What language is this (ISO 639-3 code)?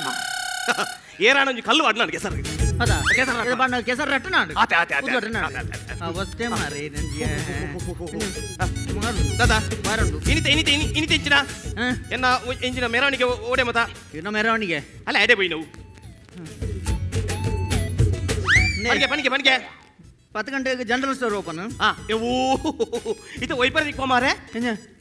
tcy